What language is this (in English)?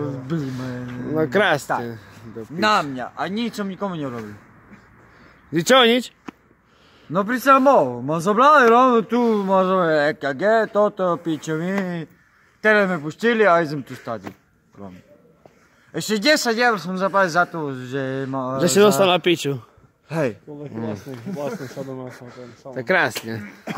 Slovak